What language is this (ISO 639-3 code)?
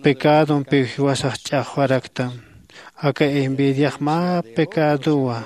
aym